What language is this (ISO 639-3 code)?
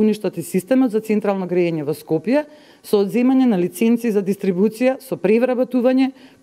mkd